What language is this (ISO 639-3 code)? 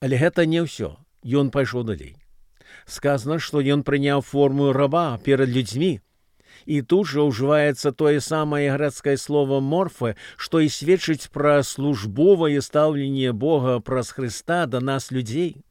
bel